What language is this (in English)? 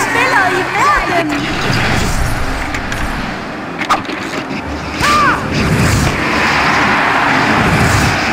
Danish